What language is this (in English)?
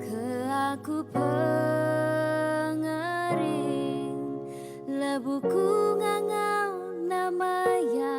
Iban